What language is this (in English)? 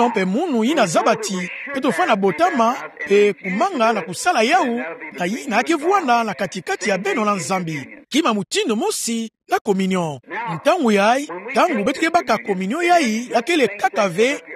Kituba (Democratic Republic of Congo)